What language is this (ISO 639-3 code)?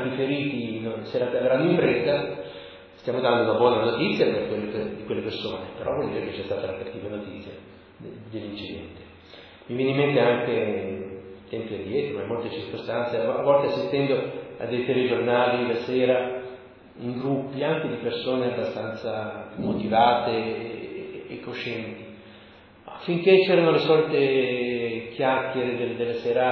ita